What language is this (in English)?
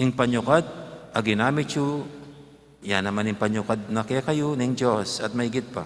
Pampanga